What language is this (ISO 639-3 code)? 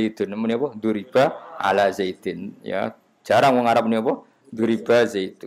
jav